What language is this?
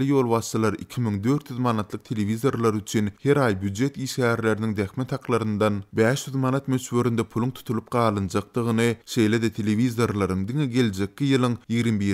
Turkmen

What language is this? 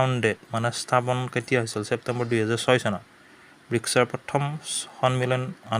Assamese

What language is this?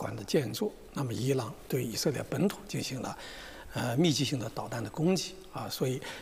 Chinese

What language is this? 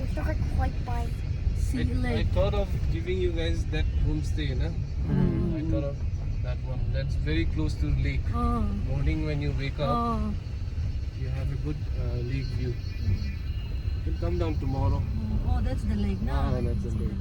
Hmar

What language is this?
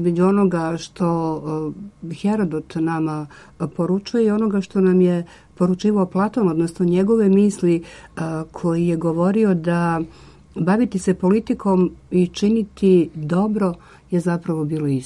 Serbian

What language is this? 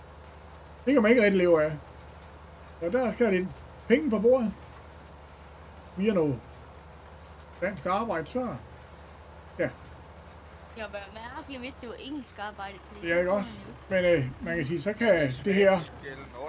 Danish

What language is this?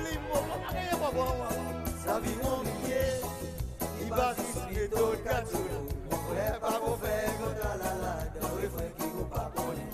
Seselwa Creole French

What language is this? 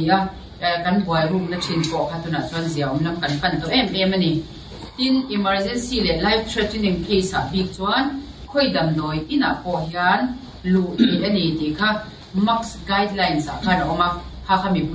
Mizo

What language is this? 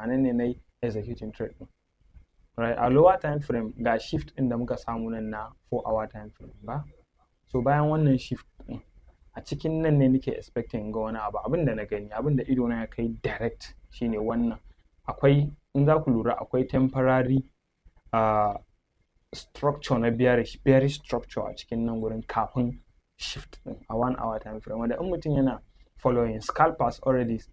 Hausa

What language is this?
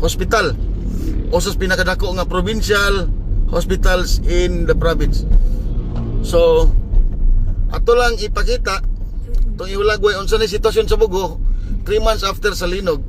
Cebuano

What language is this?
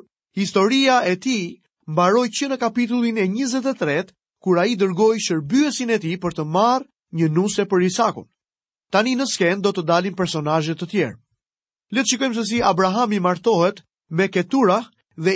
Albanian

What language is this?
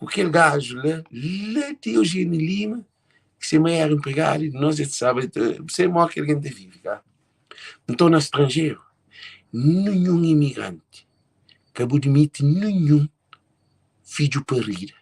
Kabuverdianu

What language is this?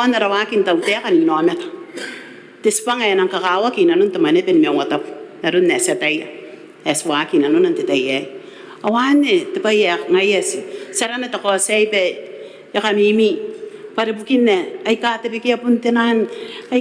Gilbertese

